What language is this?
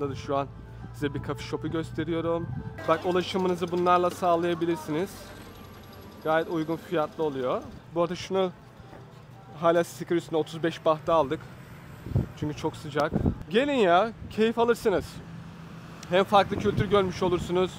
Turkish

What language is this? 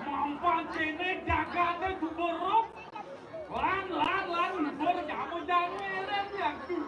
Balinese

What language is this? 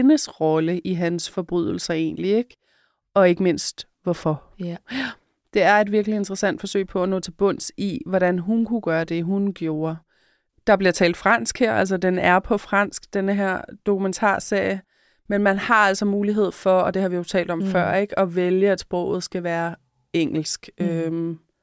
Danish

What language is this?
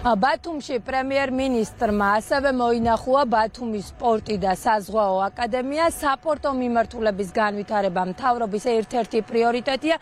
Georgian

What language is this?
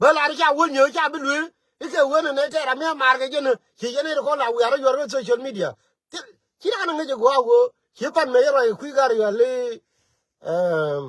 Nuer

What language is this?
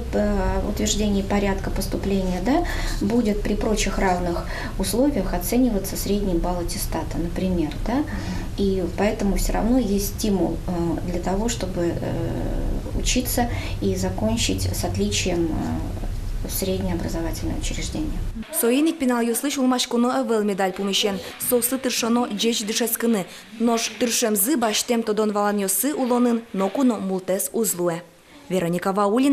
Udmurt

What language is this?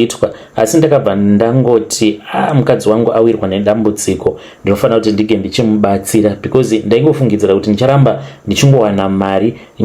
Shona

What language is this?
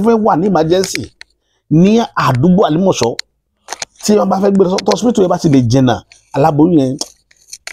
Yoruba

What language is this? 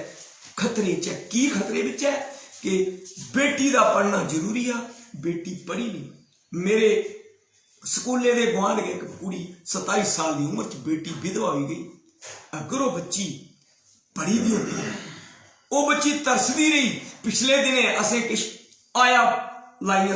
Dogri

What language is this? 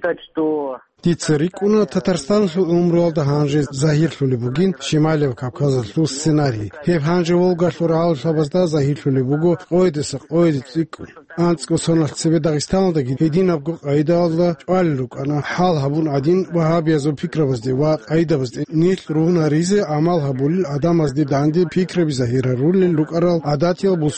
Avaric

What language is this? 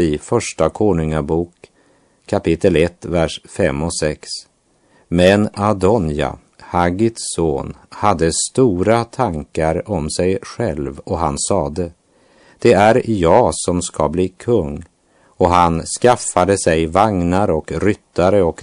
Swedish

